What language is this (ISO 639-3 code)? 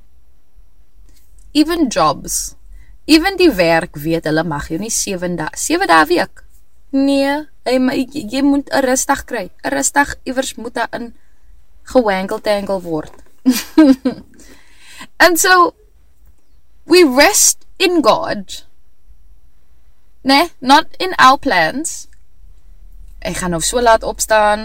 afr